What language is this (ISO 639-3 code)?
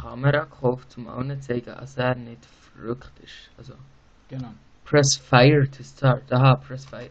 gsw